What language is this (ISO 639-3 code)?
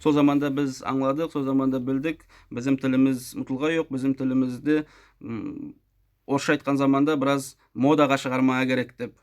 nog